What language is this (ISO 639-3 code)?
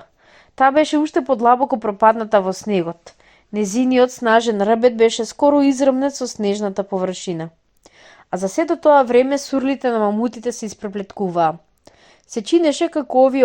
mkd